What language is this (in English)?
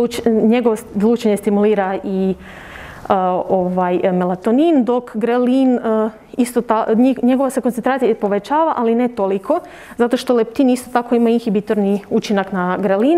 Croatian